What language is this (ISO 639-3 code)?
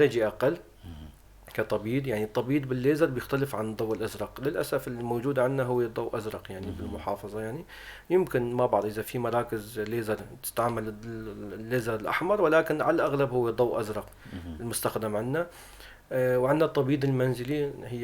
apc